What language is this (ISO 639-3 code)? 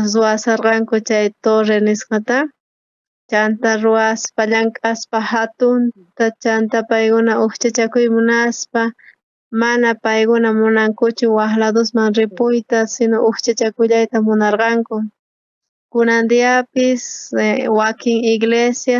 quh